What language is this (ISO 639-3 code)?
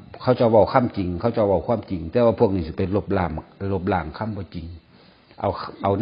tts